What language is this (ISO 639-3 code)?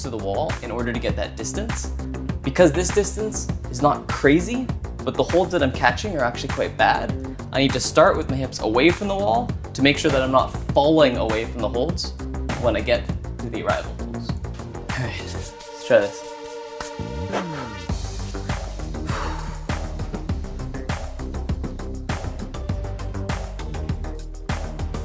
eng